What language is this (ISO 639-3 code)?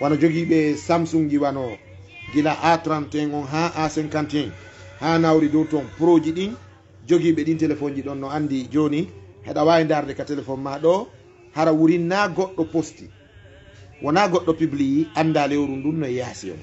ful